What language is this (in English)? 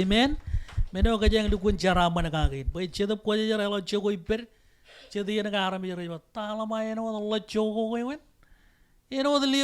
Marshallese